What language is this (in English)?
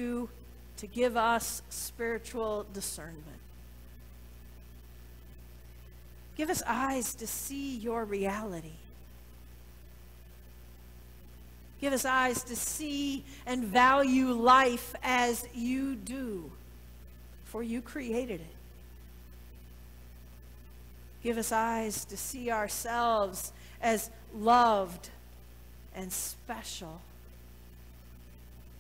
English